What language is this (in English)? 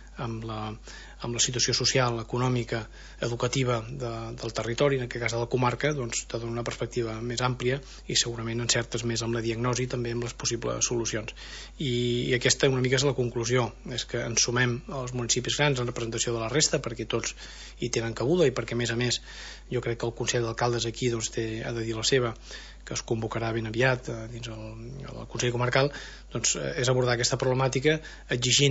Catalan